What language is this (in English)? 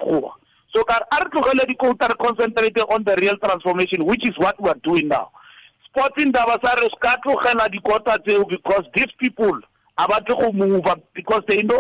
Tswana